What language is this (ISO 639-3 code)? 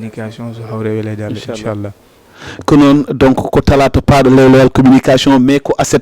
ful